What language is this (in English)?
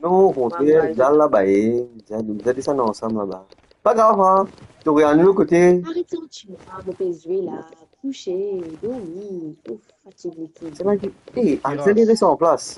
Morisyen